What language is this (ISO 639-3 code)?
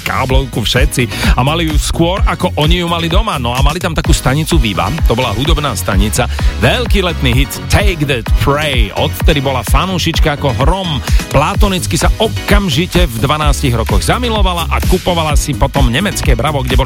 slk